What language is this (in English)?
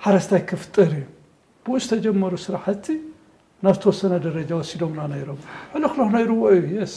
Tigrinya